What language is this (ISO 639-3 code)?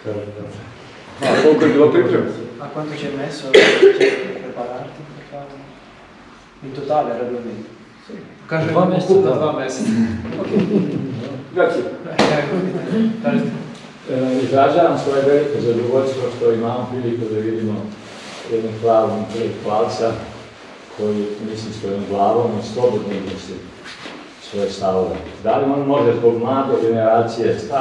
srp